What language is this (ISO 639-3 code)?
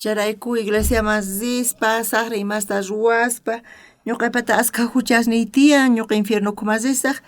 quh